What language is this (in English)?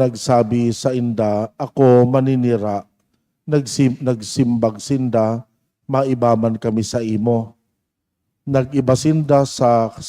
Bikol